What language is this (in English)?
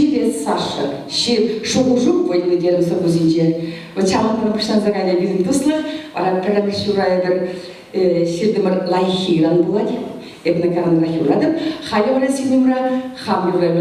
Chuvash